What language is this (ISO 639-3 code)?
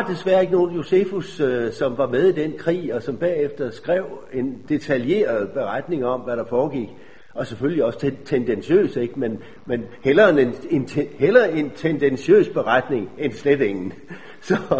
dan